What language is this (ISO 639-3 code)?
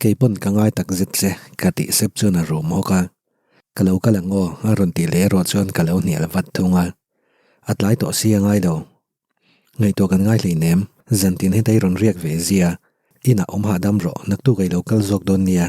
lus